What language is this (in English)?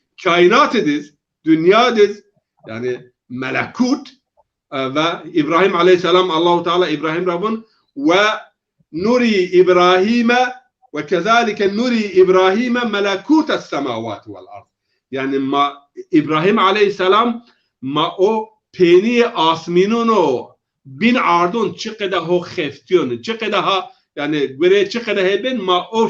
Zaza